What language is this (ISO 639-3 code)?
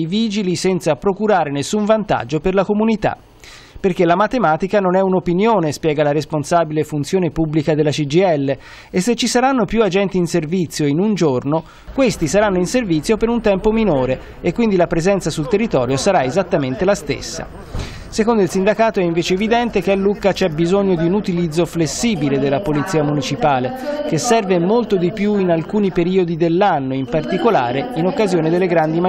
ita